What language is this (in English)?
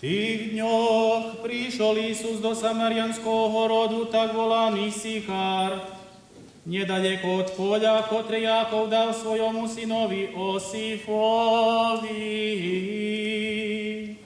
Rusyn